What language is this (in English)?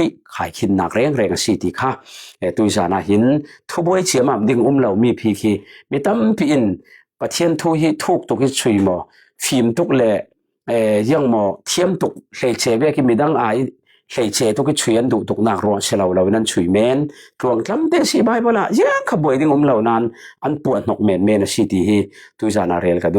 Falam Chin